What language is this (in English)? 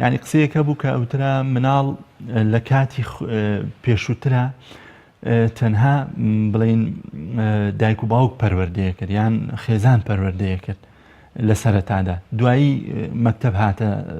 Central Kurdish